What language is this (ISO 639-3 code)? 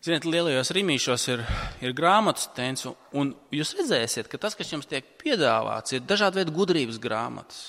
lav